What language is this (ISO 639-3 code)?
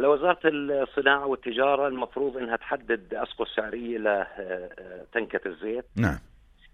apc